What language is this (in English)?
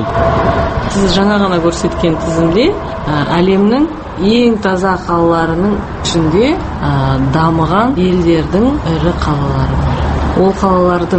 Kazakh